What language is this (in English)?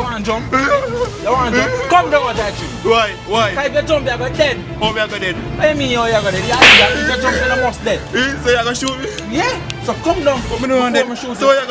Jamaican Creole English